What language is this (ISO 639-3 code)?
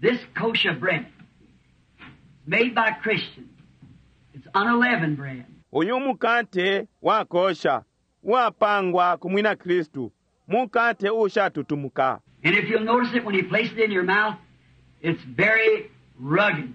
bem